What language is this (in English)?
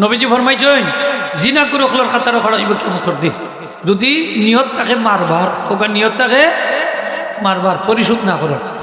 Sylheti